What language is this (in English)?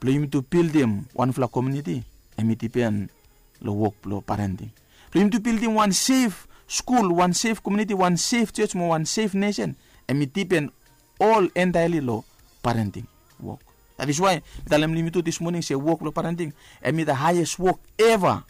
Bislama